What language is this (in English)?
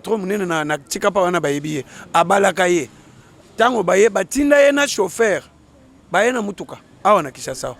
Lingala